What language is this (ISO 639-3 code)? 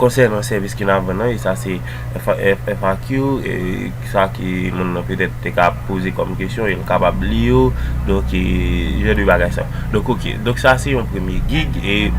hat